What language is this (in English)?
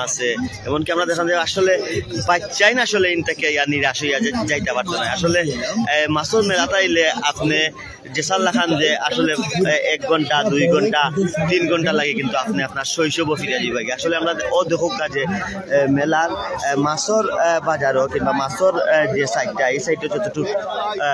Sylheti